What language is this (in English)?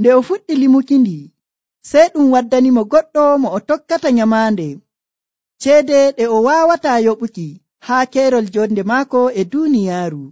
Nigerian Fulfulde